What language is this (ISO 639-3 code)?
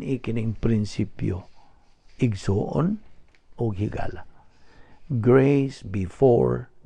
ceb